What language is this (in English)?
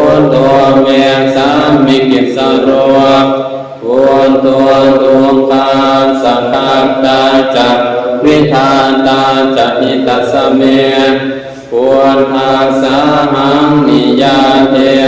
Pali